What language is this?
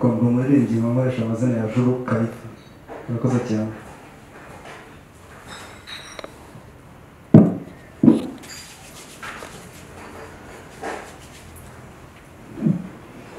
Kinyarwanda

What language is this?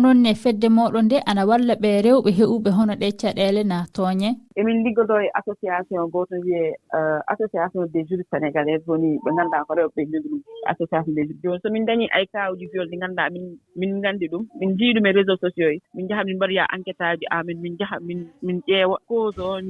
Fula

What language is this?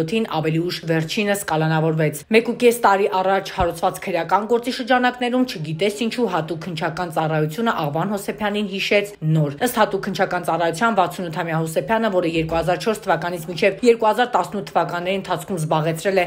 Armenian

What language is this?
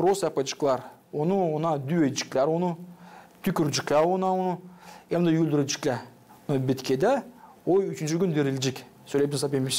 Gagauz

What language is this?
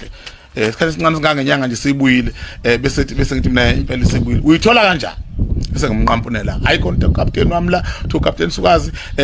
Zulu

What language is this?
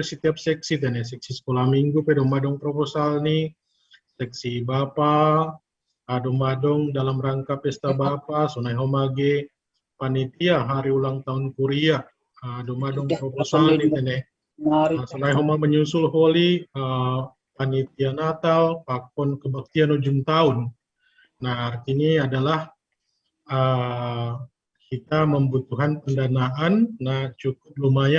Batak Simalungun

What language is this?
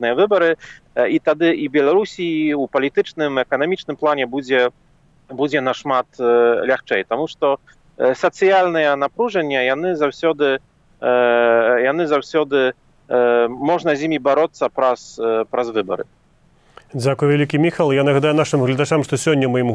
Belarusian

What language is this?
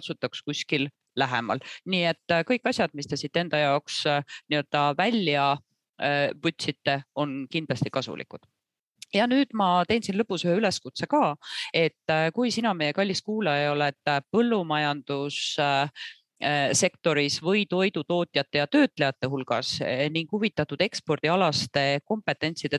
Estonian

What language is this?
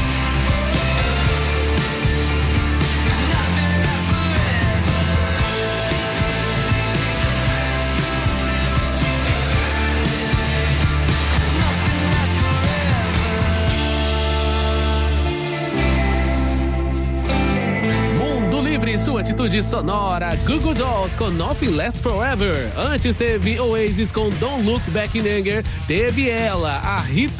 Portuguese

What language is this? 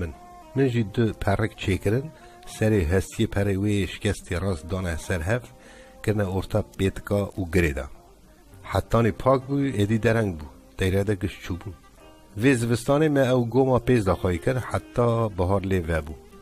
Kurdish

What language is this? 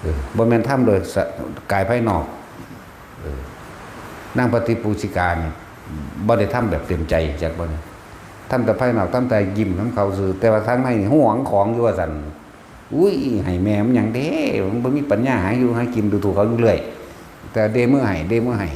Northeastern Thai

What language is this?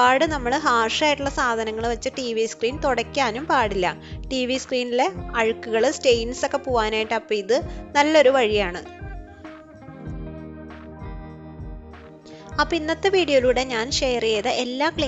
Malayalam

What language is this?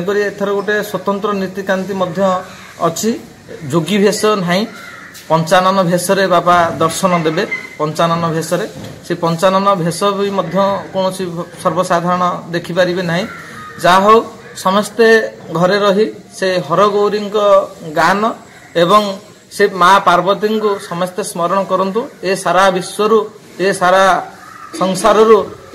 Odia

